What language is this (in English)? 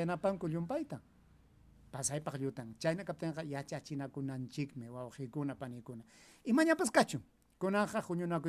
Ayacucho Quechua